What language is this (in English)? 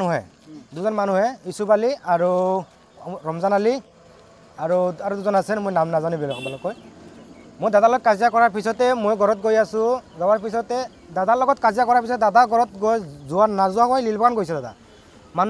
Assamese